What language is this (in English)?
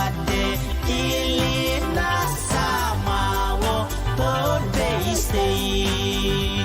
Pohnpeian